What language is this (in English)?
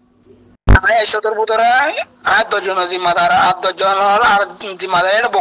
Rohingya